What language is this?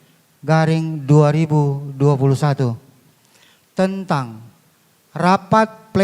Manado Malay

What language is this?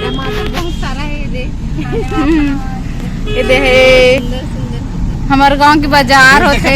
Chhattisgarhi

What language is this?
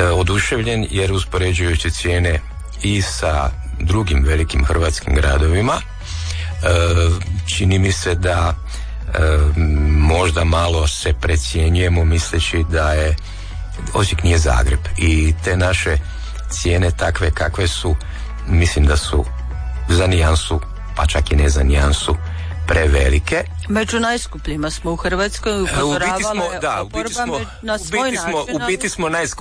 Croatian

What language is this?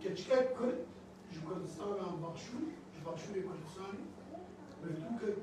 Kurdish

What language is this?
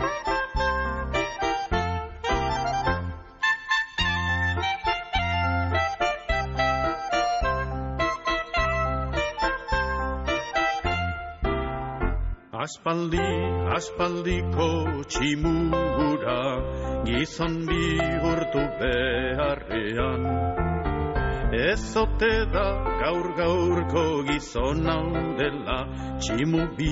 Basque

